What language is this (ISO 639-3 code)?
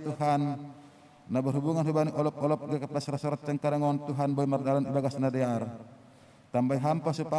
bts